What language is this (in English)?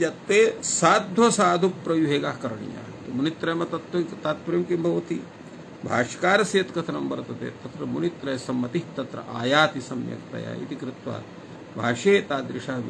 Sanskrit